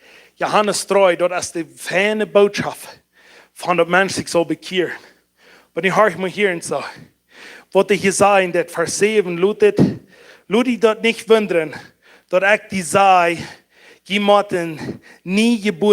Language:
Plautdietsch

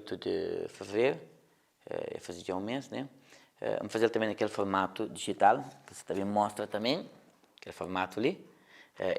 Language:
Kabuverdianu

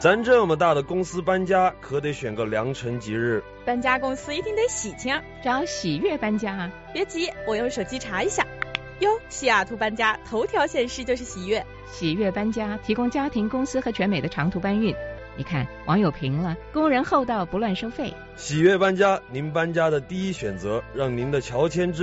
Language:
Chinese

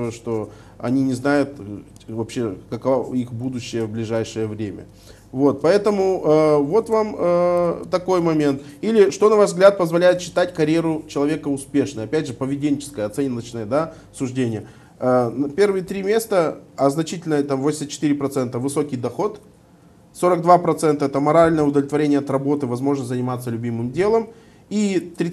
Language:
Russian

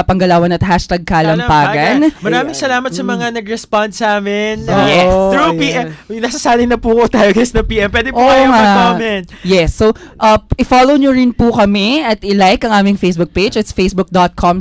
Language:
Filipino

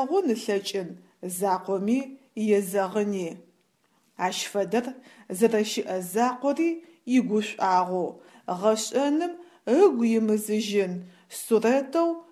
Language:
Adyghe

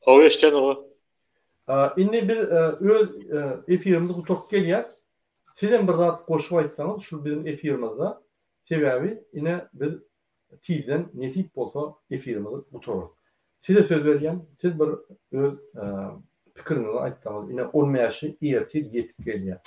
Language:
Turkmen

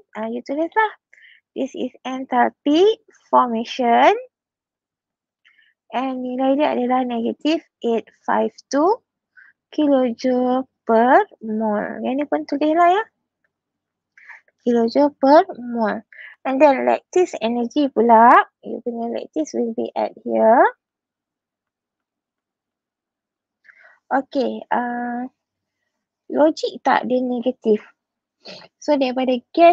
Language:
Malay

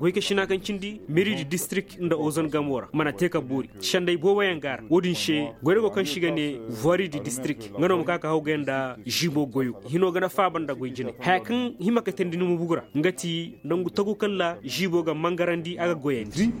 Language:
Koyraboro Senni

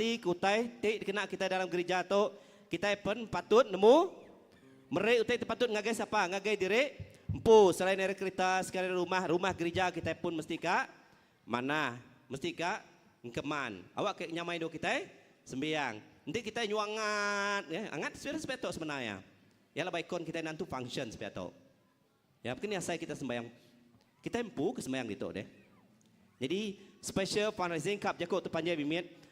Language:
Iban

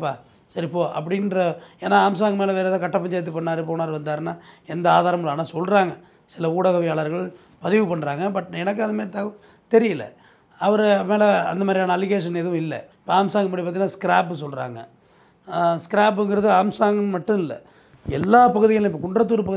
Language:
Tamil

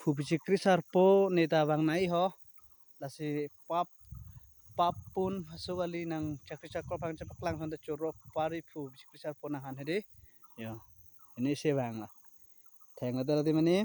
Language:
Karbi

